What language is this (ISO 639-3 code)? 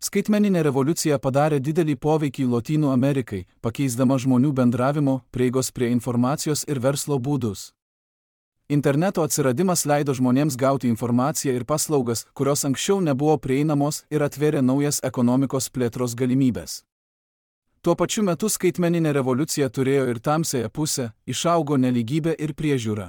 lit